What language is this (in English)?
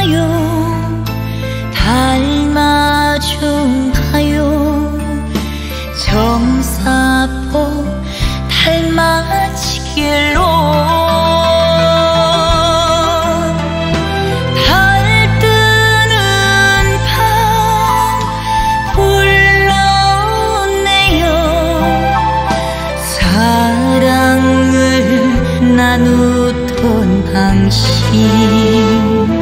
Korean